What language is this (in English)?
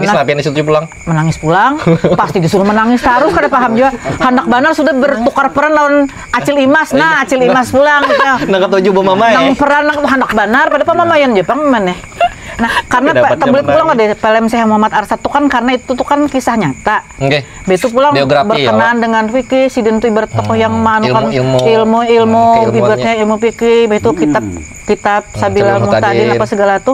Banjar